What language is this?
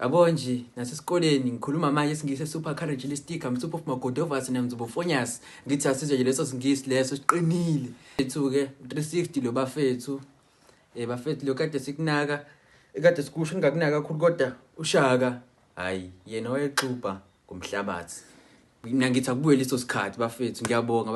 Zulu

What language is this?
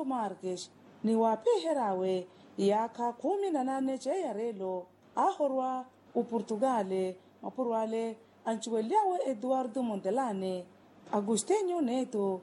Makhuwa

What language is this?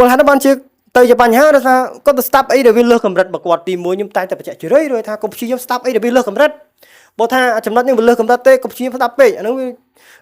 Khmer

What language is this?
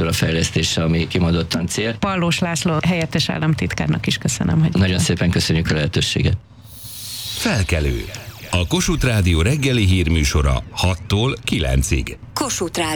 Hungarian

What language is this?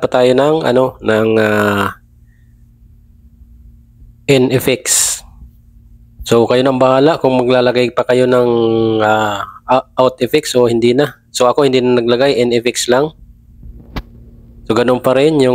Filipino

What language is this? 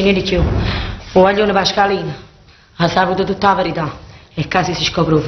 Neapolitan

